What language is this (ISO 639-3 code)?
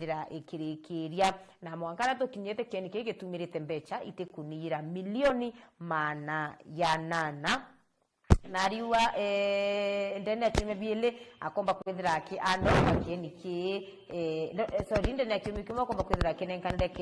mer